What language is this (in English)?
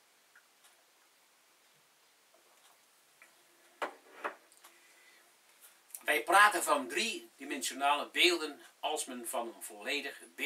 Dutch